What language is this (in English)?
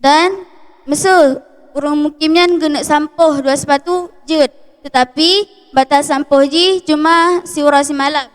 Achinese